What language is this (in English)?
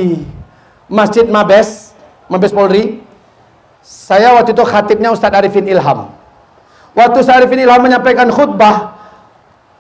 Indonesian